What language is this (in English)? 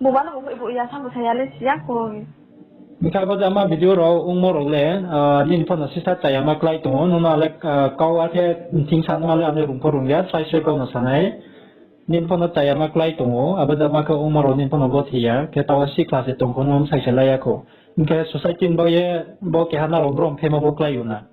Riang (India)